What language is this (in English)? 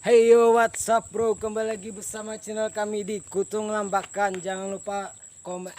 Banjar